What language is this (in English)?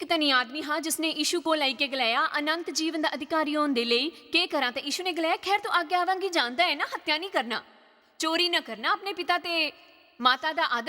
Dogri